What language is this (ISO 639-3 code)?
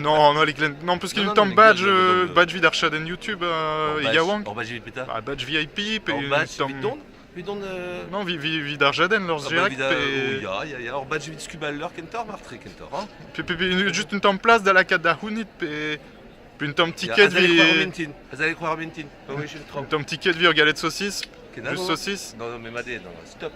bre